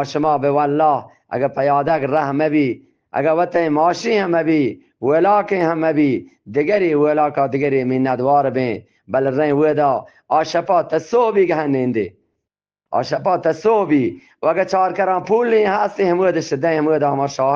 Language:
Eastern Balochi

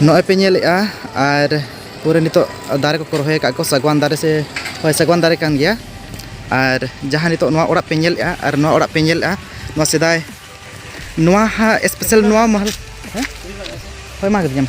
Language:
Santali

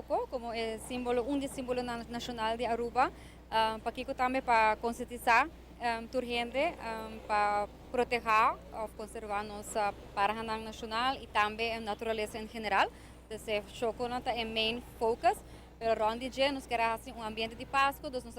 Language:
Papiamento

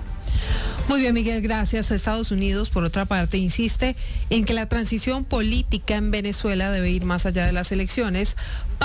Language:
Spanish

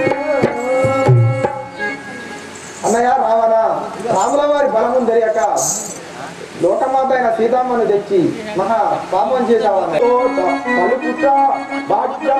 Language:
Telugu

